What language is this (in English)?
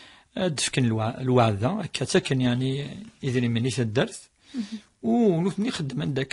Kabyle